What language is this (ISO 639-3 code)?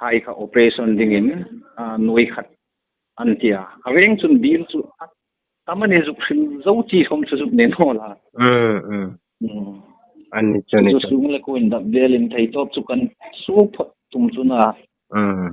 hmr